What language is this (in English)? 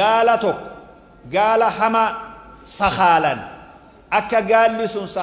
Oromo